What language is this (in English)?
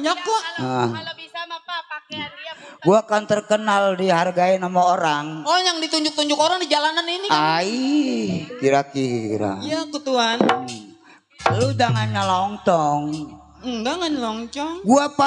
Betawi